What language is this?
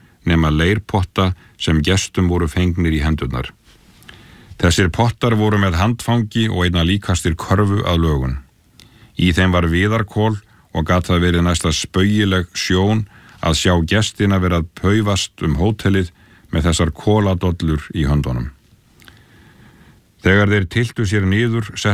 Icelandic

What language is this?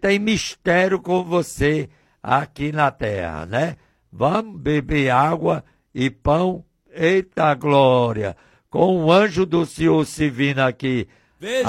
Portuguese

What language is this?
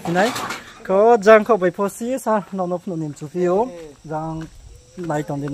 Riang (India)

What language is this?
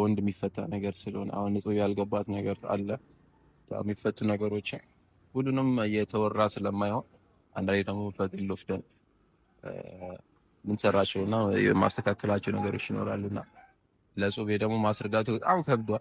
Amharic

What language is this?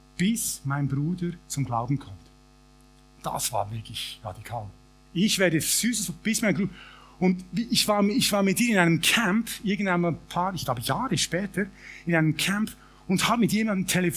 Swiss German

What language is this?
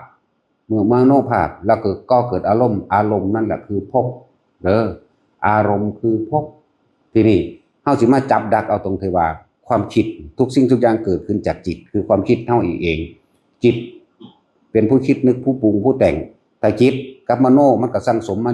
Northeastern Thai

